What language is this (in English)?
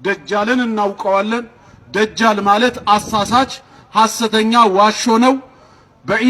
Amharic